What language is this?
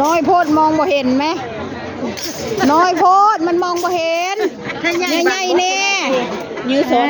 Northeastern Thai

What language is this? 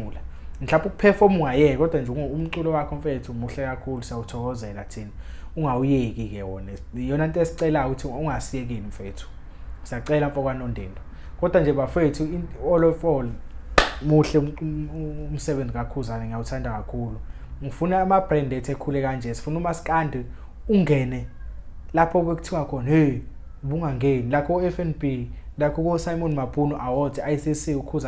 Zulu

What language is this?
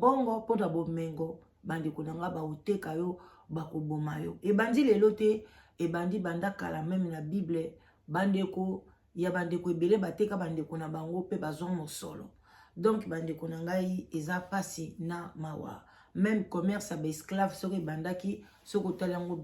Lingala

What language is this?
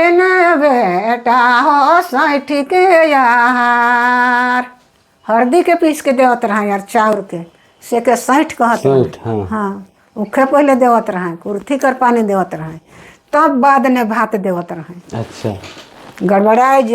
Sadri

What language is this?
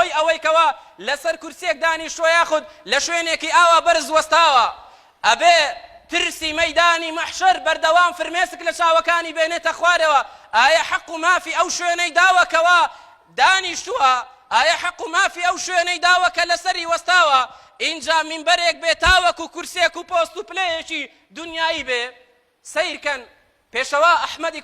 Central Kurdish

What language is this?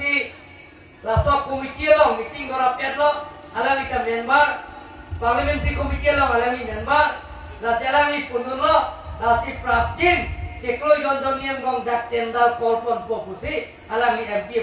Karbi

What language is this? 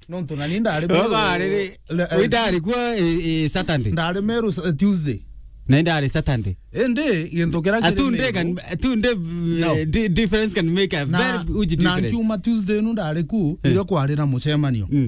Meru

